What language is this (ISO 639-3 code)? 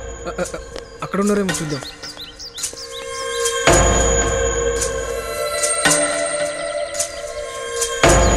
tel